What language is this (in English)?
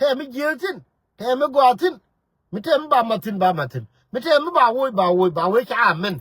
Nuer